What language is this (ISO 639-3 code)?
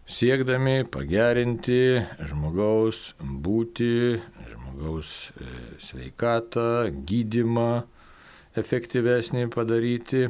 lit